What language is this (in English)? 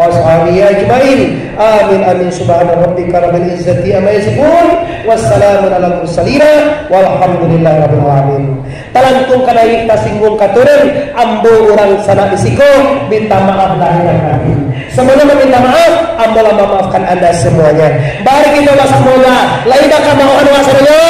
Minangkabau